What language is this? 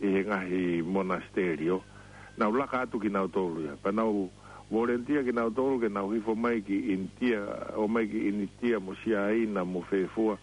Tongan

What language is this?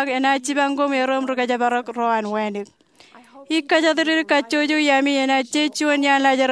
Marshallese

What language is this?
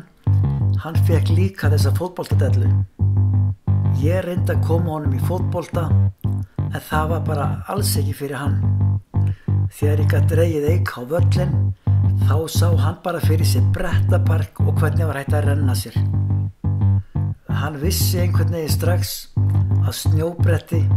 Icelandic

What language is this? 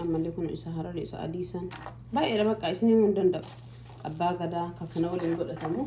Oromo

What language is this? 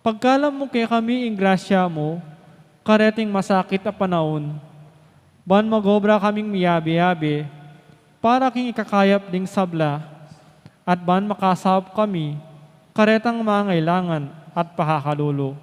Pampanga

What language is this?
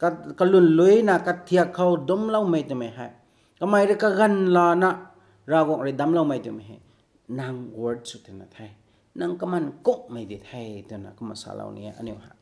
Rongmei Naga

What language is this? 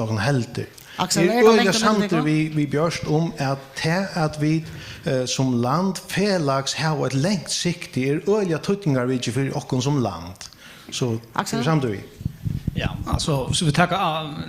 Faroese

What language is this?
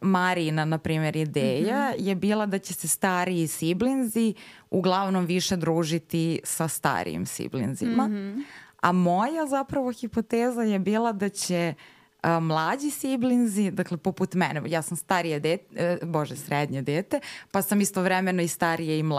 Serbian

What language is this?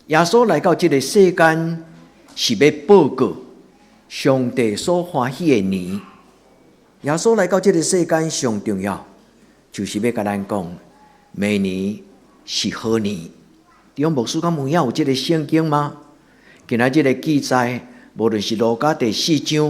Min Nan Chinese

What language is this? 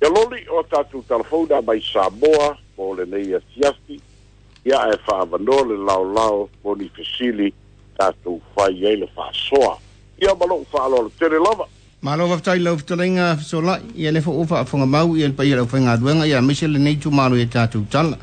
Samoan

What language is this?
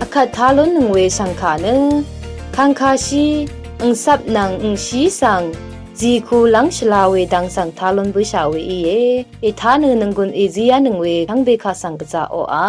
Rawang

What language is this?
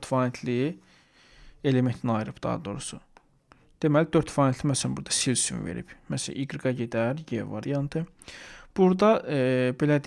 Azerbaijani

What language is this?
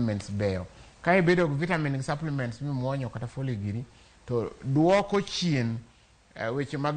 Luo (Kenya and Tanzania)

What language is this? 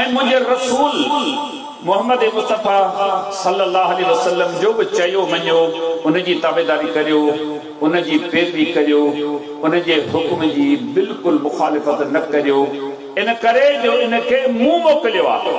Sindhi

